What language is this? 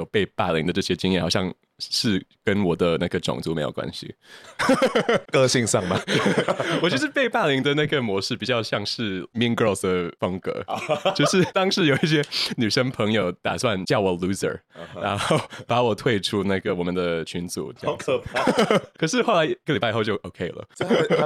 Chinese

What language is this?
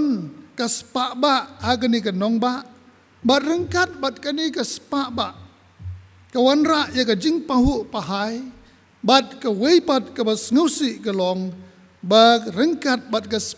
Khasi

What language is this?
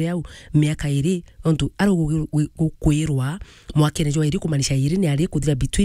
Meru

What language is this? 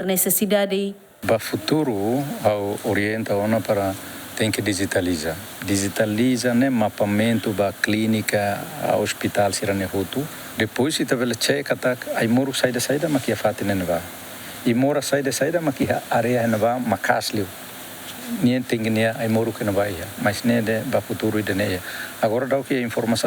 Tetum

